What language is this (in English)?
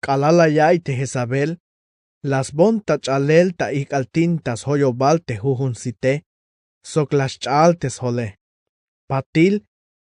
Tzeltal